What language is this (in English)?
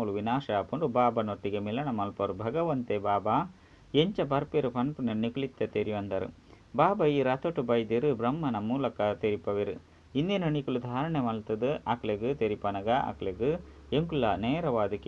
Tulu